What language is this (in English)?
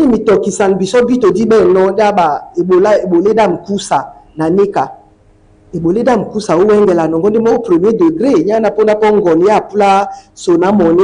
Duala